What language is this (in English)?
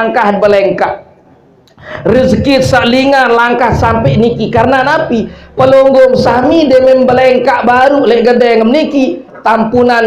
Sasak